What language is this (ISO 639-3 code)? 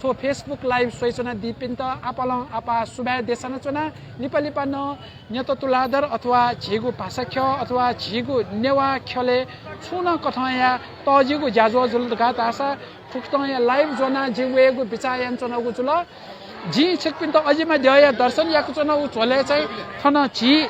new